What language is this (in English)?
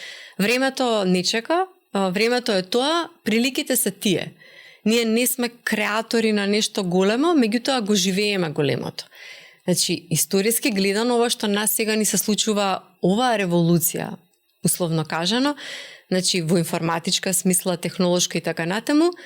Macedonian